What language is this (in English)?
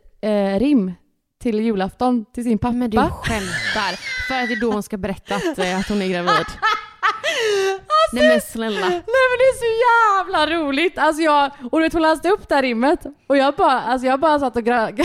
Swedish